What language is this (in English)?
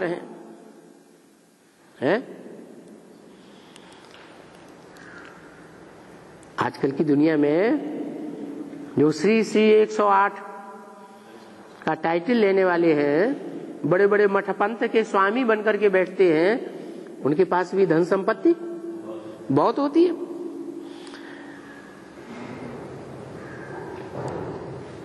Hindi